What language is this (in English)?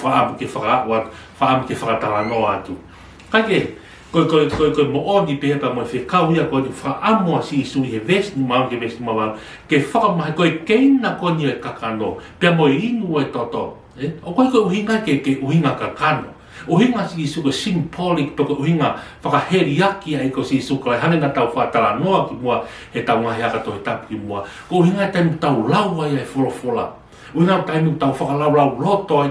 Tongan